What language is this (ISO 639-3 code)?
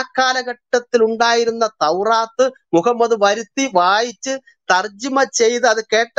mal